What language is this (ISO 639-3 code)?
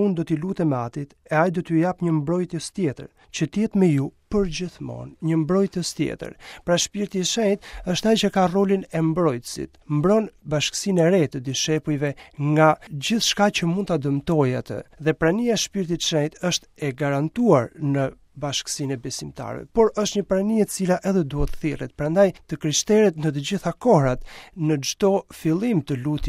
sqi